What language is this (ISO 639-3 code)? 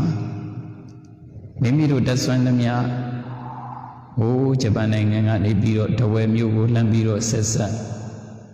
mya